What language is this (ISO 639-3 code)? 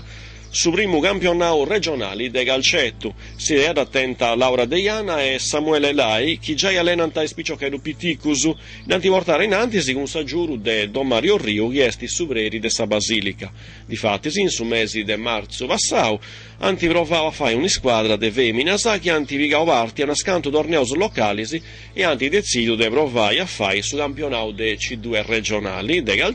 srd